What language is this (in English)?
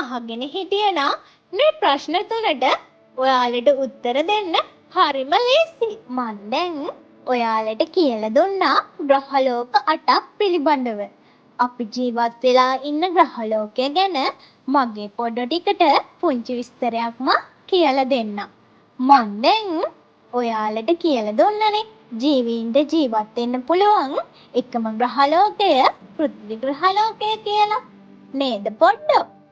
Sinhala